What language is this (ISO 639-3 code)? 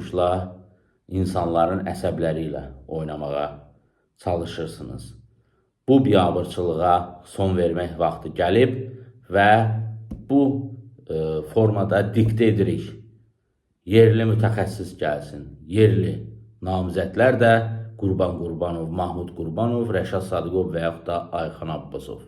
aze